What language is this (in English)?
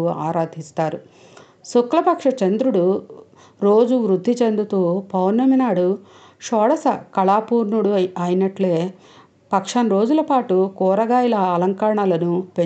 Telugu